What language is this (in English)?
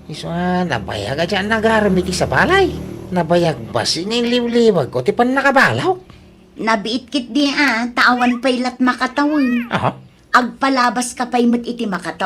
Iloko